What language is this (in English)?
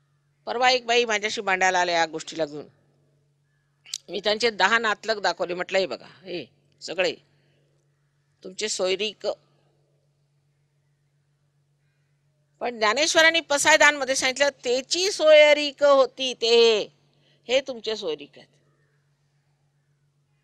Marathi